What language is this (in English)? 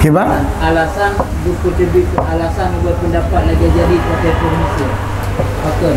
Achinese